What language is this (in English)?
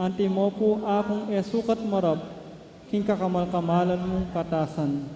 Pampanga